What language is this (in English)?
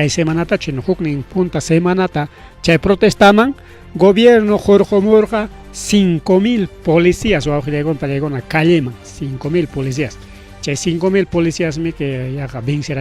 Ayacucho Quechua